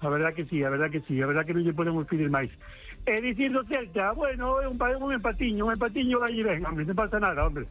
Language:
Galician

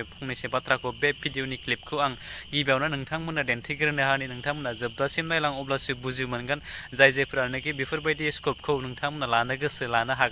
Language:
Bodo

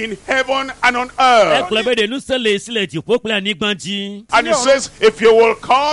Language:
Ewe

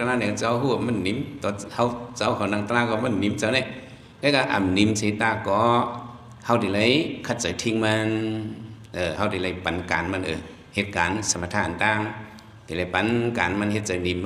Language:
Shan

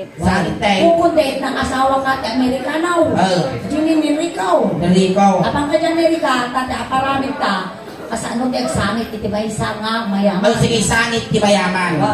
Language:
Iloko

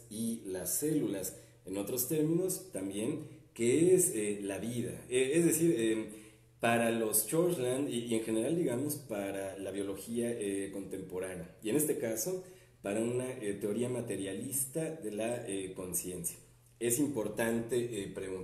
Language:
Spanish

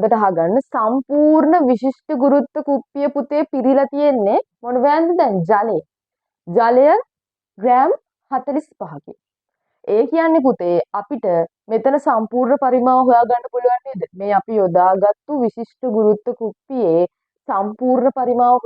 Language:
Sinhala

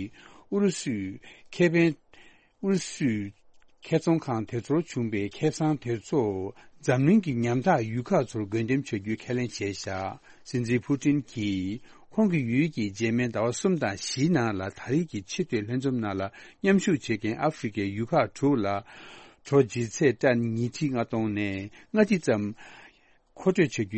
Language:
Tibetan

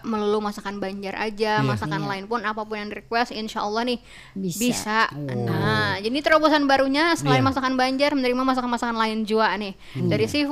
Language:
Banjar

